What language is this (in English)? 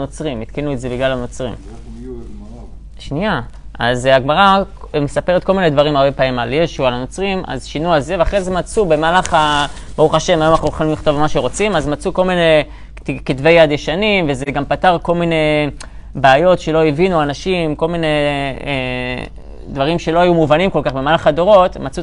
Hebrew